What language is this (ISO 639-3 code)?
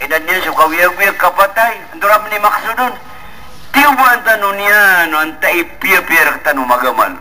mrw